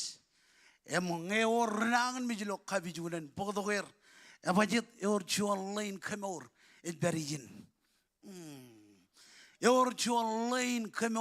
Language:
Marshallese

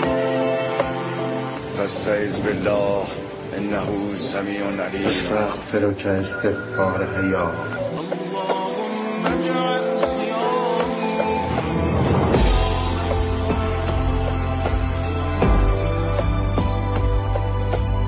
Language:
Persian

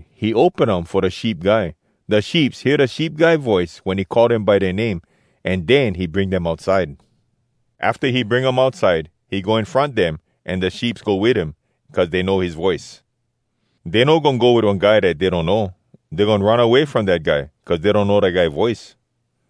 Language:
Hawai'i Creole English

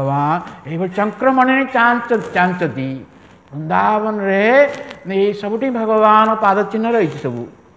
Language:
Odia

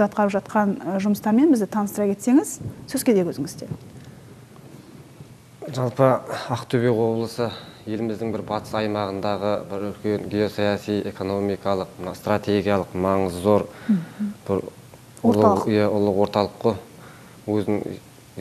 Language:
Kazakh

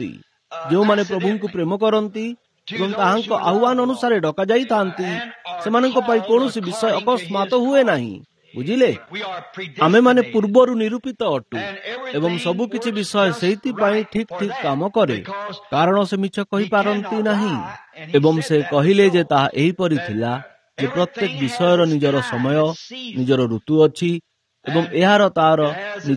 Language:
Odia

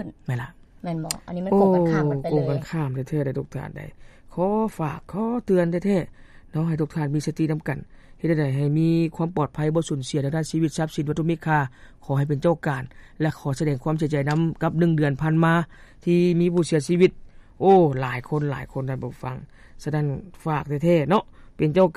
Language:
Lao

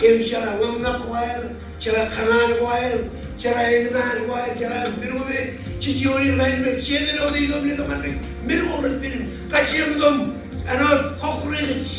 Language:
Marshallese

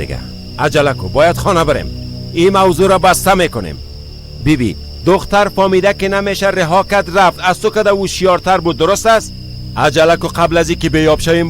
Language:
Persian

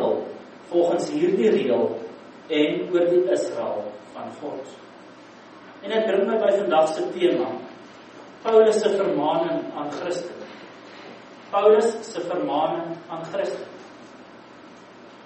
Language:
Afrikaans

